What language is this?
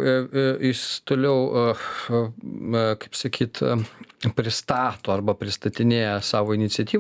Lithuanian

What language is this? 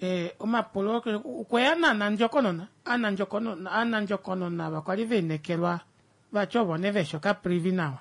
Kuanyama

